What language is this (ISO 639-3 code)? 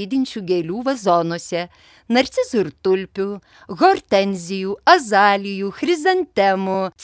lit